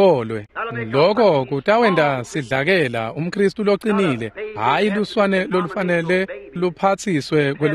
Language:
Swati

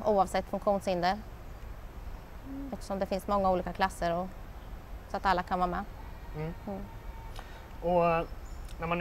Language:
Swedish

